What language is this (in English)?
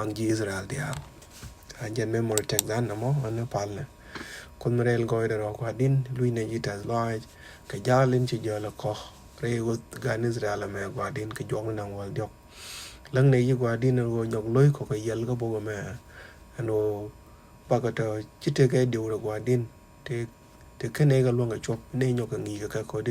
Nuer